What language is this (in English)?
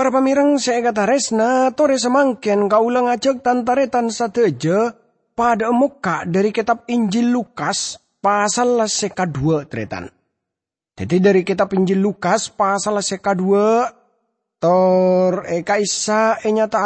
Madurese